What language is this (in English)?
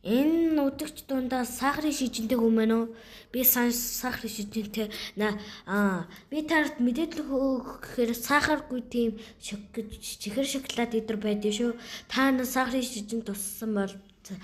Mongolian